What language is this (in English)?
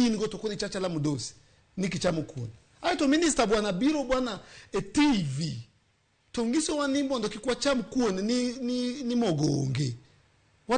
Luo (Kenya and Tanzania)